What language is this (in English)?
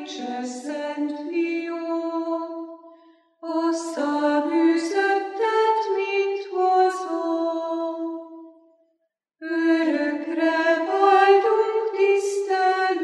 Hungarian